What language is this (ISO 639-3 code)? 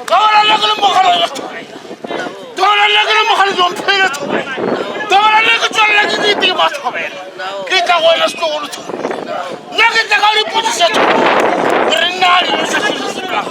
nso